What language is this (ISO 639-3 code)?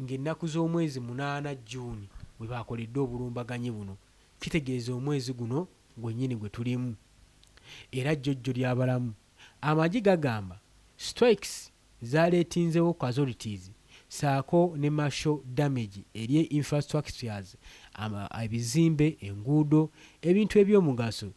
lug